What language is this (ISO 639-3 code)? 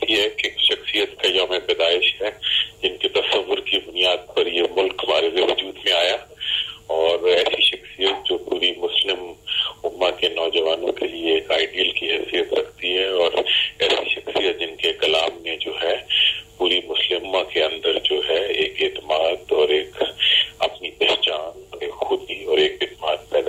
urd